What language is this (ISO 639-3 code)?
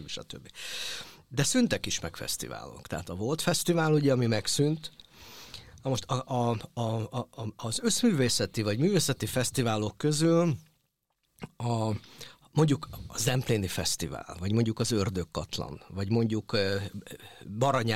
hun